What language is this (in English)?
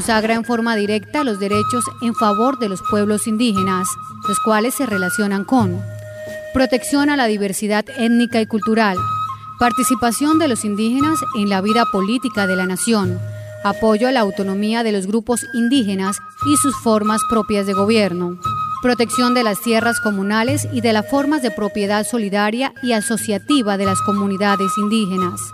Spanish